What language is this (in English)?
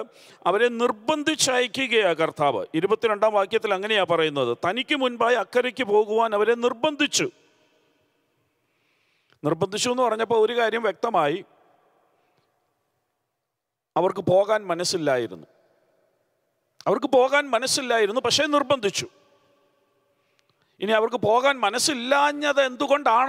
Malayalam